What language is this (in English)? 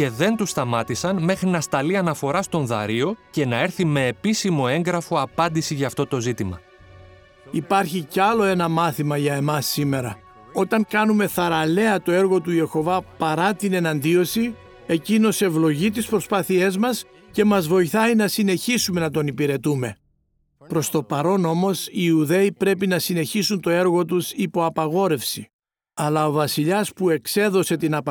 Greek